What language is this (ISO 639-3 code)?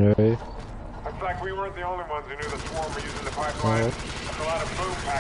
gsw